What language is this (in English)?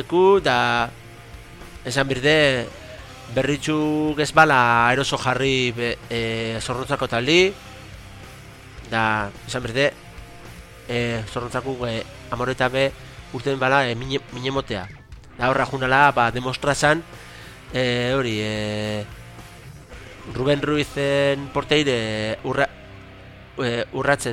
Basque